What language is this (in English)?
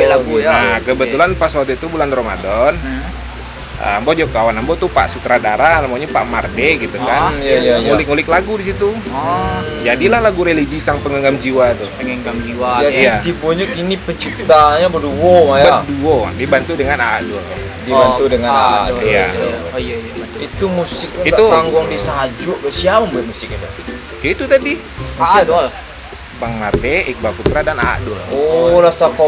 Minangkabau